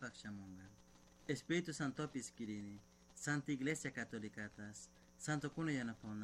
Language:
Chimborazo Highland Quichua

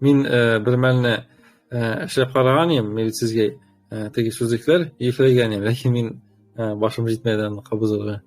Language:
Tatar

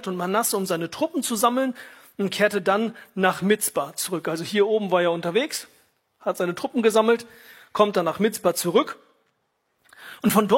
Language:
German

